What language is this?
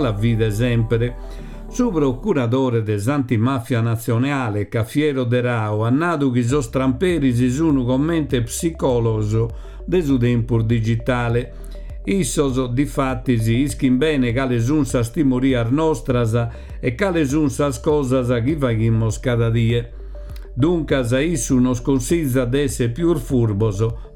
Sardinian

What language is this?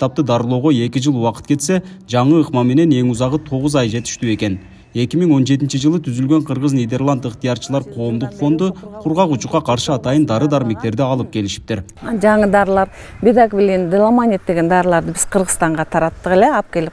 Kyrgyz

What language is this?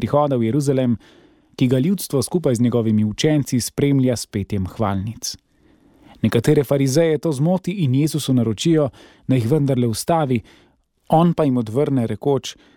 Slovenian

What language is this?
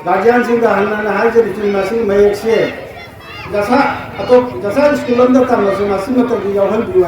Manipuri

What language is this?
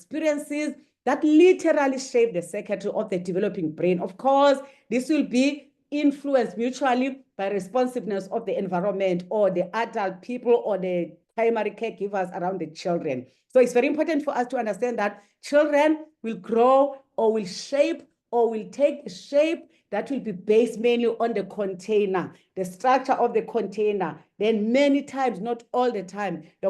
English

